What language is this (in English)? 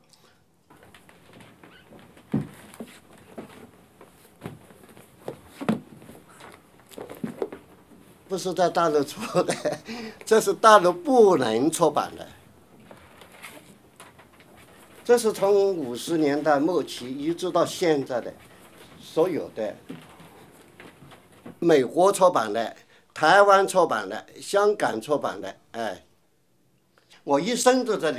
Chinese